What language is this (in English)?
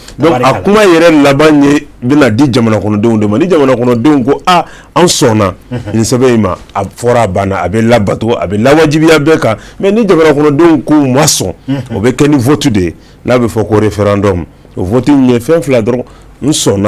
Bambara